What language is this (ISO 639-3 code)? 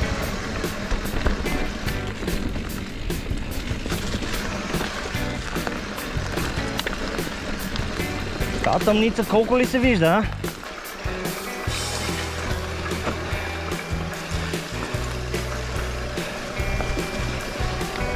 bul